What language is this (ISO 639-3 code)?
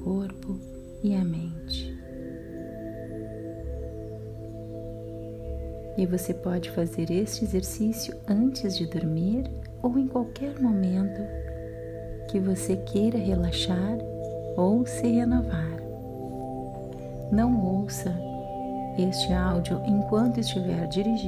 por